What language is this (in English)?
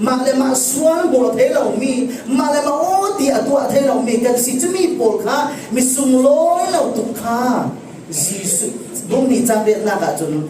Falam Chin